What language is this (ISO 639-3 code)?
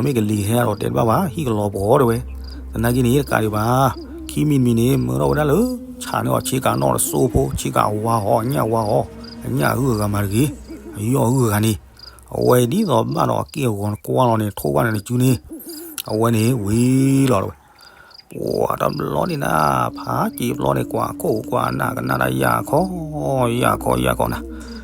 ksw